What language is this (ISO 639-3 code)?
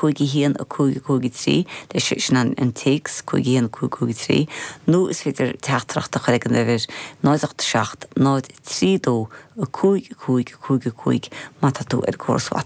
gle